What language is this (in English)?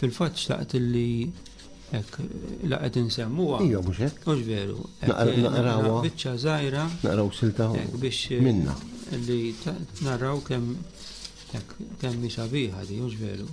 Maltese